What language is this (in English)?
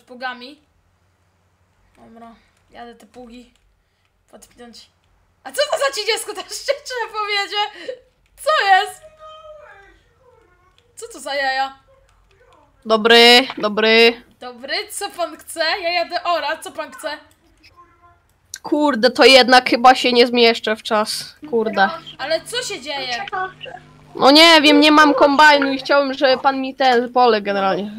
Polish